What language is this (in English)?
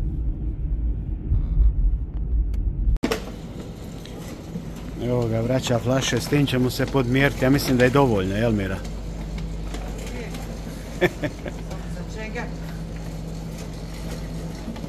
Croatian